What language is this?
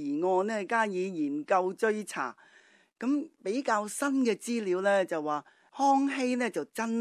Cantonese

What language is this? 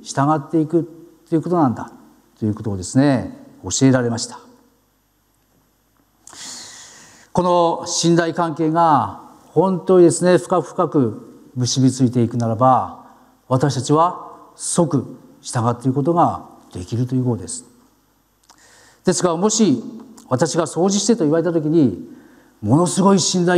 Japanese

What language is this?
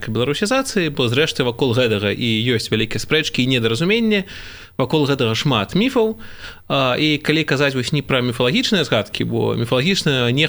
Belarusian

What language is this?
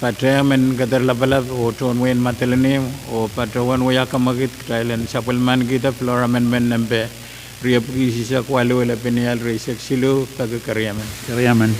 Pohnpeian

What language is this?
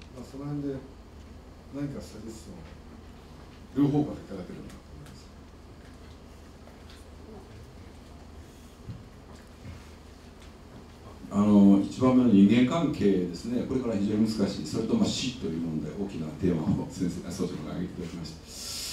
Japanese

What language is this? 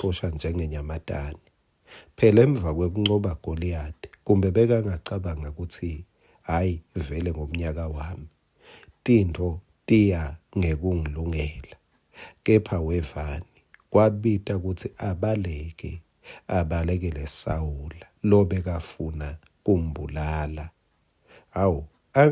Swati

